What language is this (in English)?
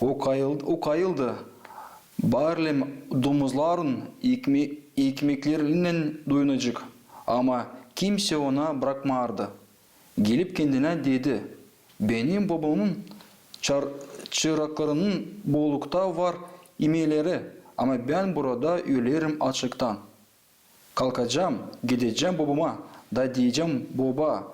Gagauz